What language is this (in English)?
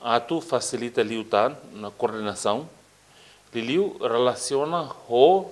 Tetum